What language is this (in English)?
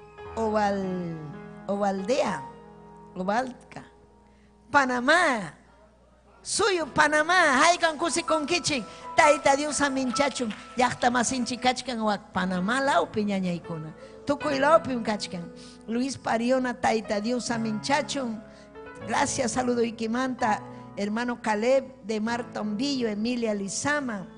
Ayacucho Quechua